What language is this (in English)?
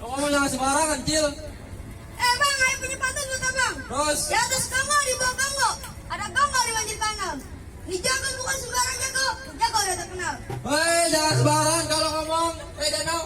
Betawi